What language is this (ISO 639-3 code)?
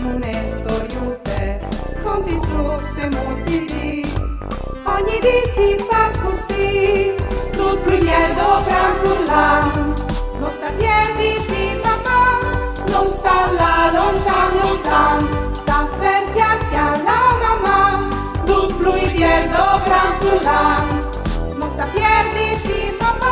fur